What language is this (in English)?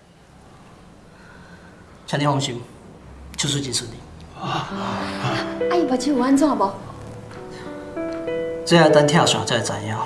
Min Nan Chinese